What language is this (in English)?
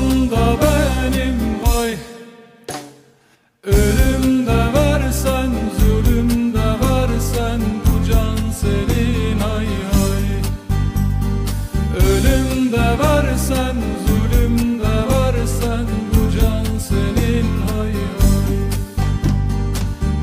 Turkish